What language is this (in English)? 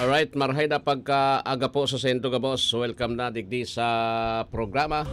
Bikol